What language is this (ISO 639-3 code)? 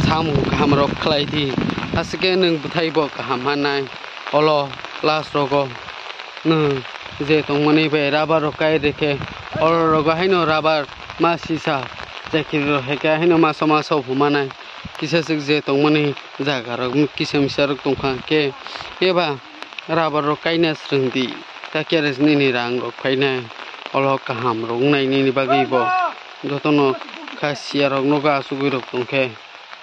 trp